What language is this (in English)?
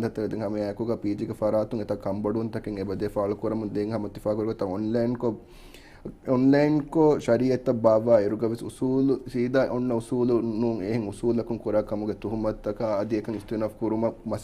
Divehi